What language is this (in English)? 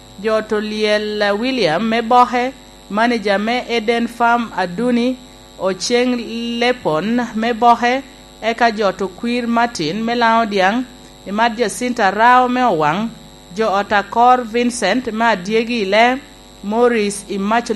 Lango (Uganda)